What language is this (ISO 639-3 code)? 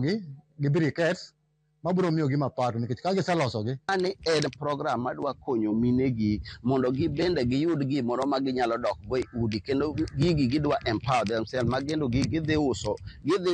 luo